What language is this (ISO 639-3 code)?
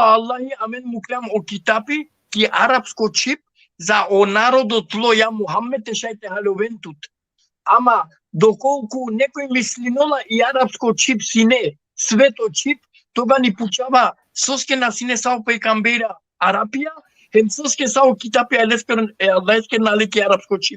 rmn